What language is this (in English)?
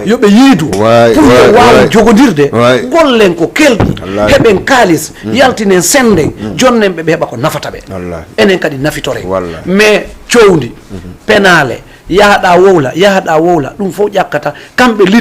Fula